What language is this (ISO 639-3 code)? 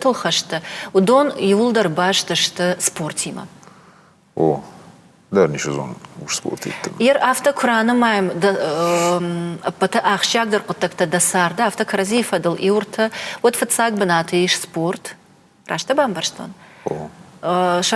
oss